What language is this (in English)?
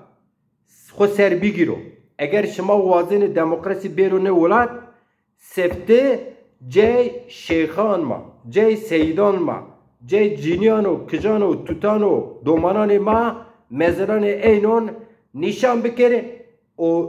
Zaza